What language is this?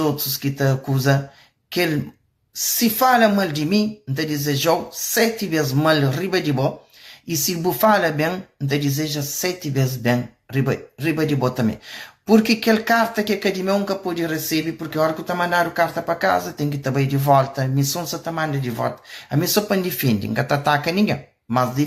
Kabuverdianu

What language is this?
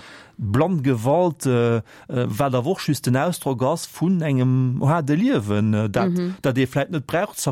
Luxembourgish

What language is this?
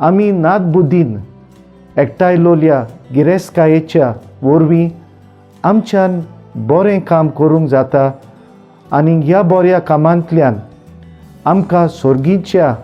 Konkani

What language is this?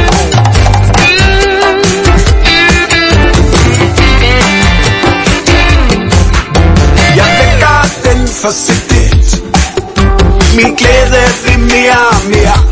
Danish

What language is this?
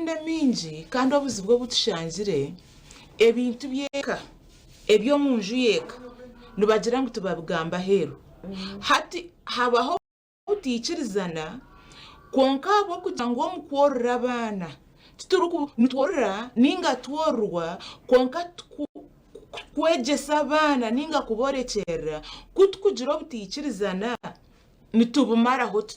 Nyankole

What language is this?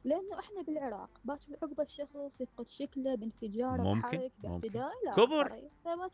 Mesopotamian Arabic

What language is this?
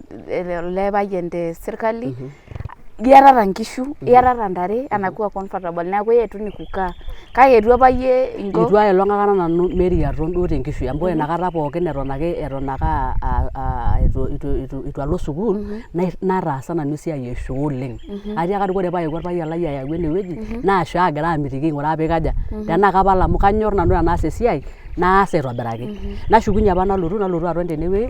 Masai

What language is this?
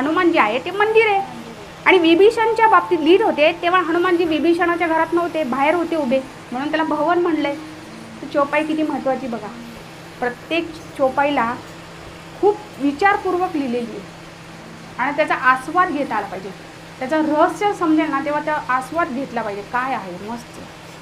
Marathi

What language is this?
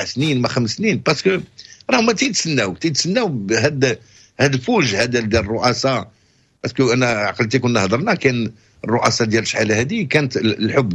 Moroccan Arabic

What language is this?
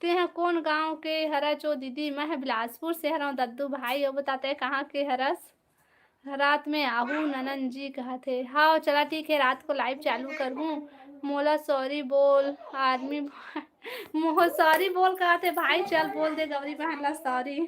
Chhattisgarhi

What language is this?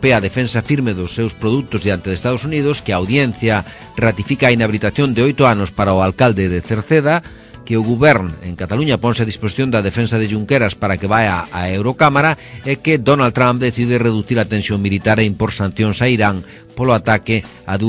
Galician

